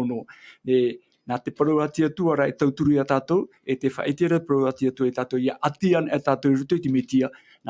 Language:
Tahitian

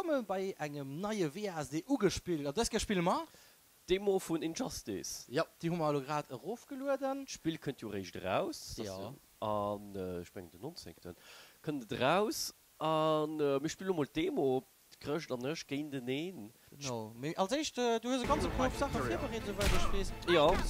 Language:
Luxembourgish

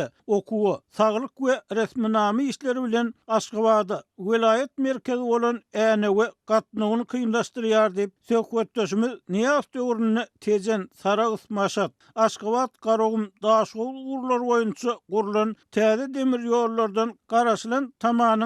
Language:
Turkmen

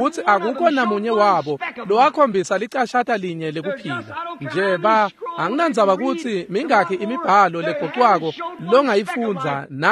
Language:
Swati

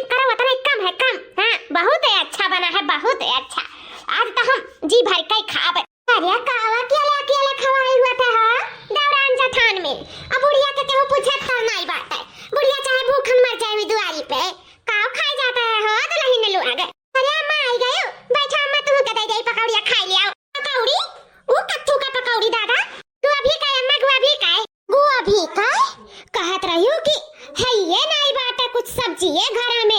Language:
Awadhi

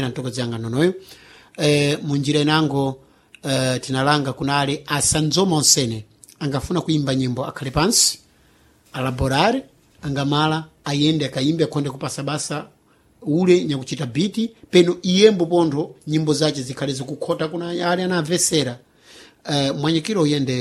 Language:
Sena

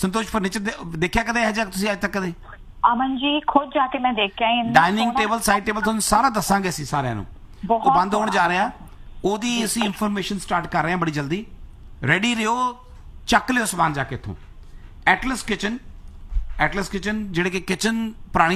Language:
Punjabi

